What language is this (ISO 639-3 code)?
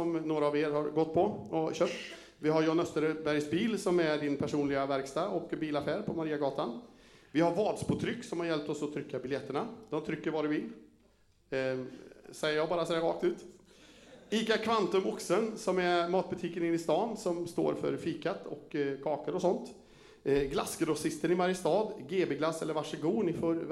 swe